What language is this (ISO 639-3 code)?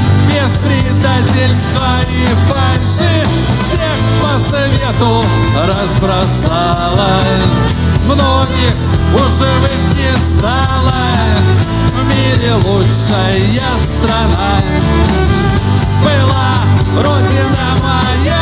rus